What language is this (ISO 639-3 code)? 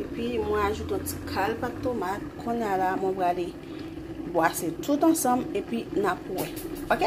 hat